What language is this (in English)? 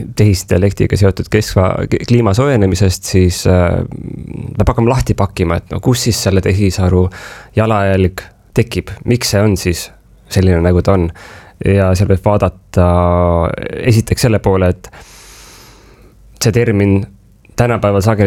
Estonian